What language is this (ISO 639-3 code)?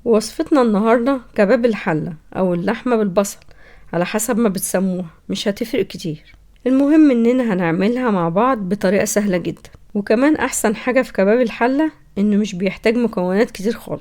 arz